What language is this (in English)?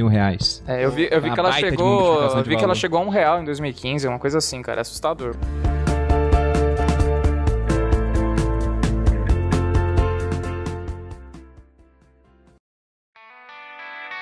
Portuguese